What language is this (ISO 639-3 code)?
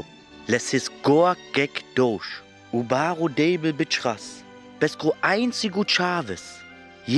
rmo